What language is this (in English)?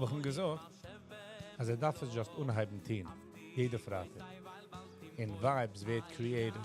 Yiddish